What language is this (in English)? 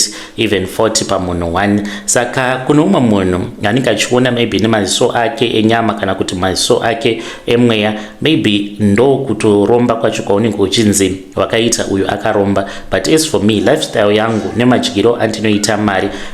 Shona